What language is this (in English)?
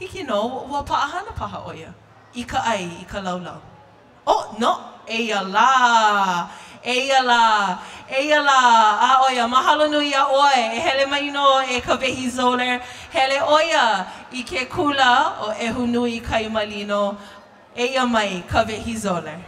Hawaiian